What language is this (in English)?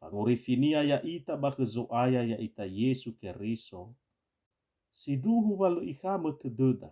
Nias